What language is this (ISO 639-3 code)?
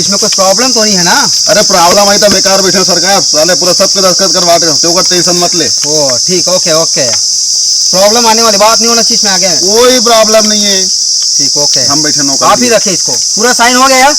hne